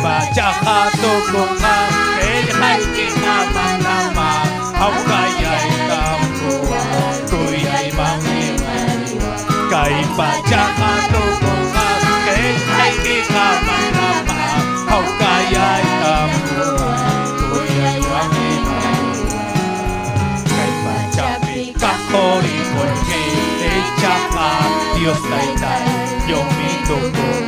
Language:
Ayacucho Quechua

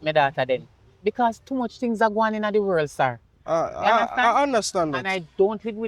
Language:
Jamaican Creole English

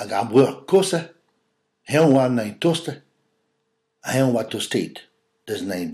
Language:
Breton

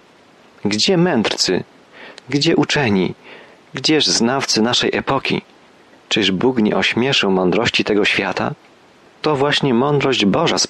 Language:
Polish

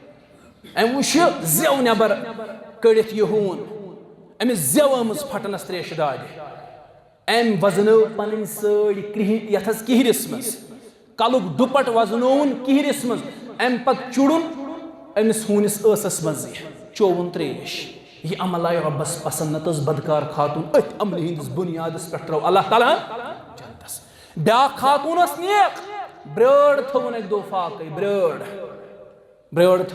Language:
Kashmiri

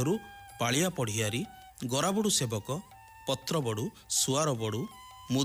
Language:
Odia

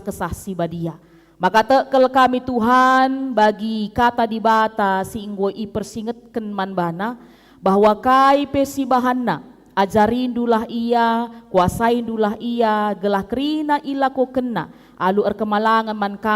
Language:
Batak Karo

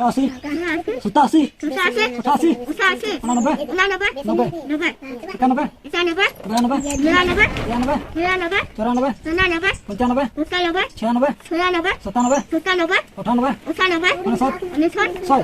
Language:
Santali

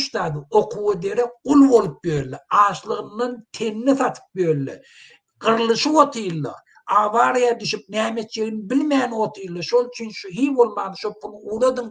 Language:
Turkmen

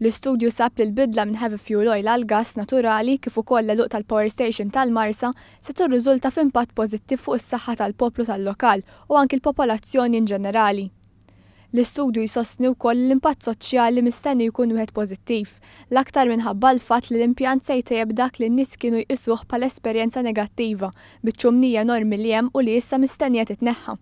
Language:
Maltese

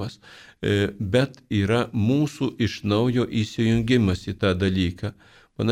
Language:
Lithuanian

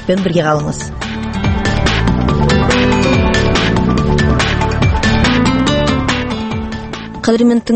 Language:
Kazakh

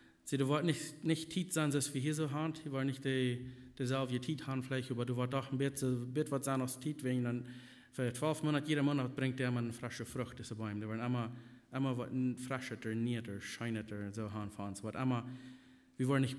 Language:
Plautdietsch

